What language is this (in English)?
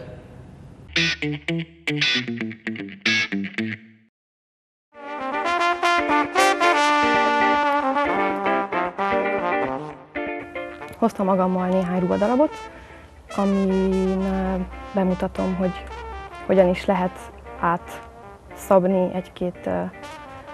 Hungarian